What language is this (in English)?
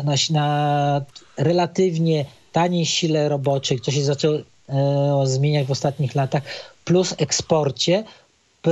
Polish